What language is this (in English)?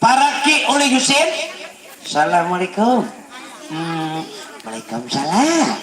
Banjar